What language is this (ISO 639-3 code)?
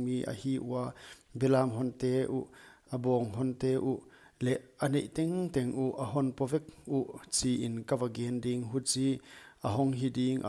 pck